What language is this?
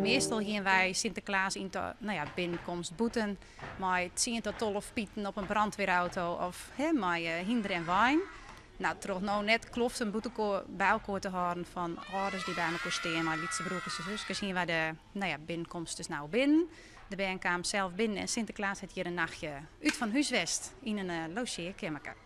Western Frisian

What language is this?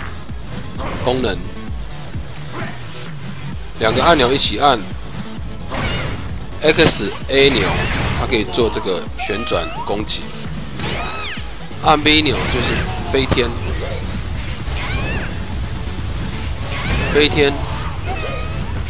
Chinese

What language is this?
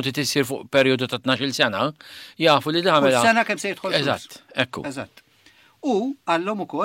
Maltese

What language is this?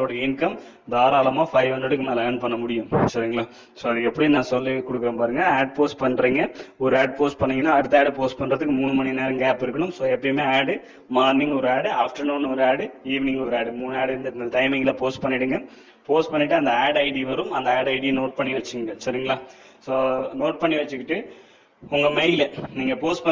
Tamil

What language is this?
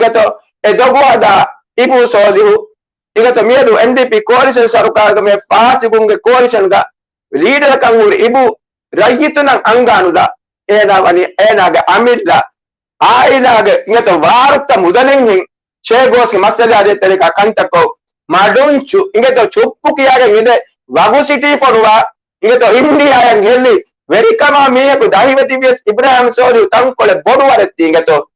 Divehi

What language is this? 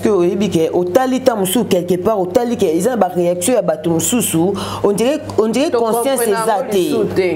Lingala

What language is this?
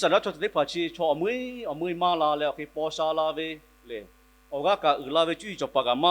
Lahu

